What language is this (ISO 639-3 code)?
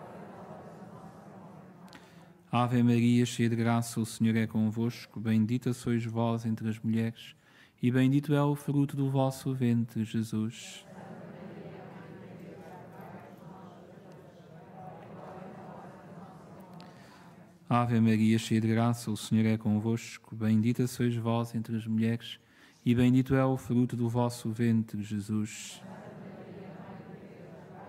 por